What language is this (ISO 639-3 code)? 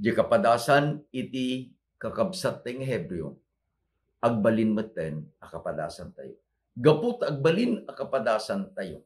ilo